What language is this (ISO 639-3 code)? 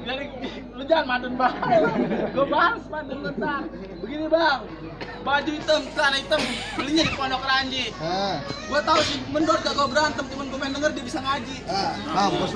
bew